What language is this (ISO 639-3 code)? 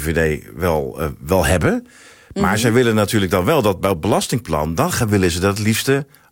nld